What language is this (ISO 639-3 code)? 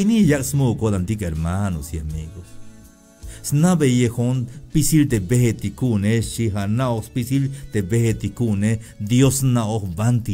tzh